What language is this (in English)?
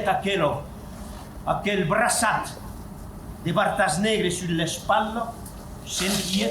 Occitan